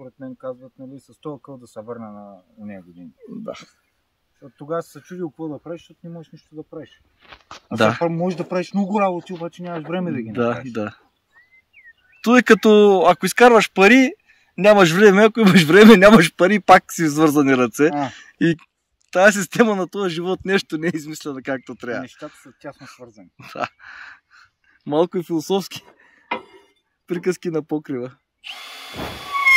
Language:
Bulgarian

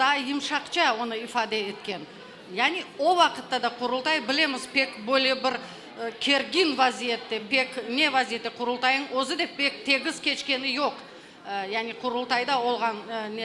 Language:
Crimean Tatar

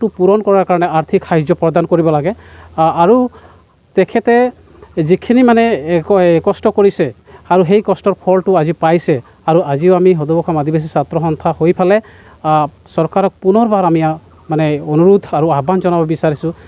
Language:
Assamese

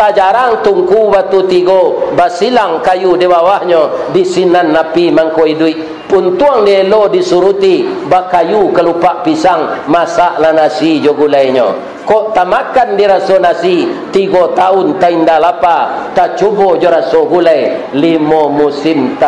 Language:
Minangkabau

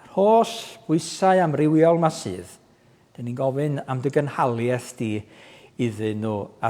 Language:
Welsh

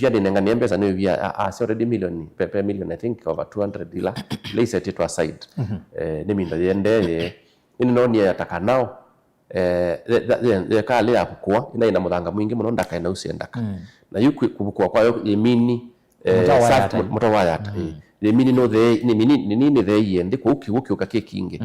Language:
Kamba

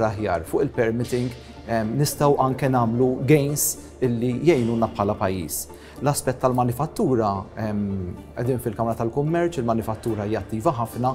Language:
Maltese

